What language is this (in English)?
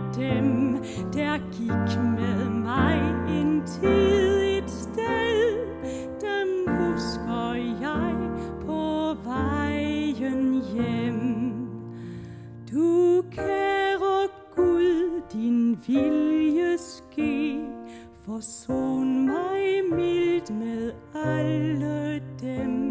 Danish